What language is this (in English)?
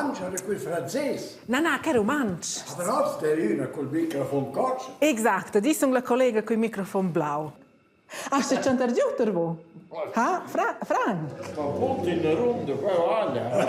Romansh